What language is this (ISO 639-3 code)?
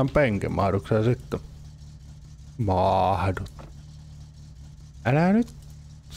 fin